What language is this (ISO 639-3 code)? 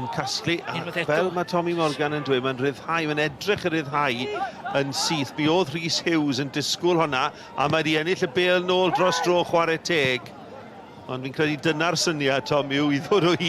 cym